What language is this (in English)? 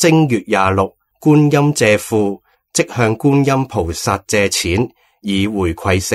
Cantonese